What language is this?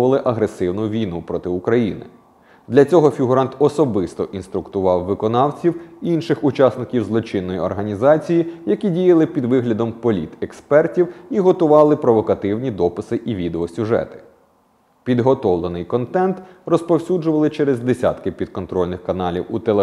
Ukrainian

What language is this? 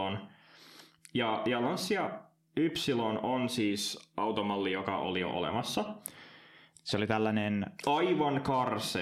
Finnish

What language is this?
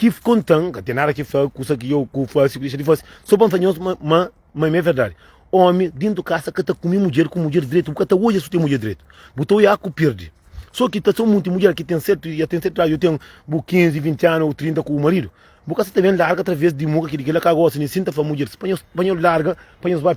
Kabuverdianu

